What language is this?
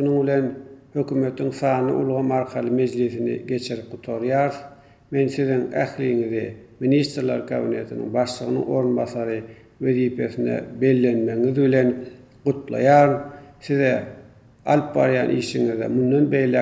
Turkmen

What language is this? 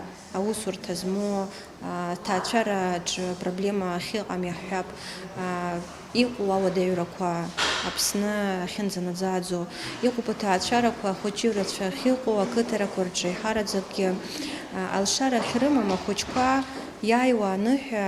Abkhazian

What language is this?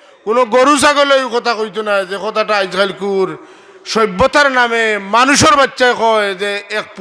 Sylheti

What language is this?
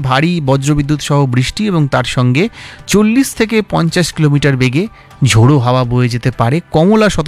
Bangla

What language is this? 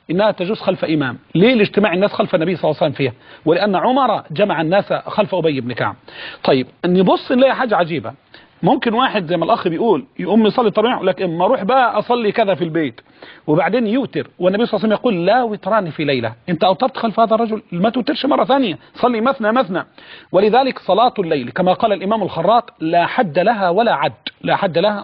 Egyptian Arabic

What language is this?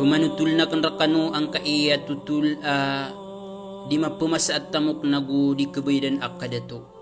Maranao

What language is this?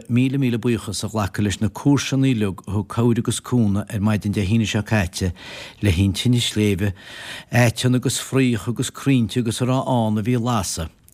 Irish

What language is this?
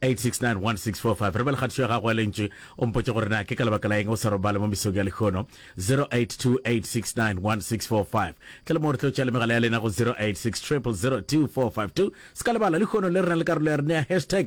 Northern Sotho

